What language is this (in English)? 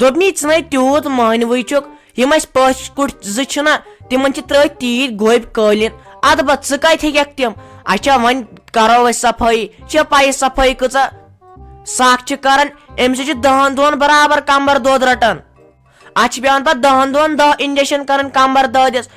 Kashmiri